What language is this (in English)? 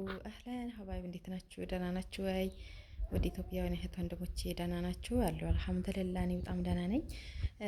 Amharic